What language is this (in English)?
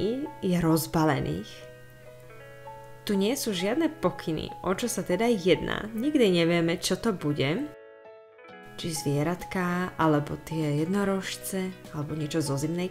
Slovak